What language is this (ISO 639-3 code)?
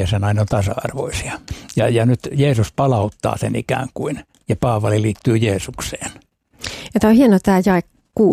fin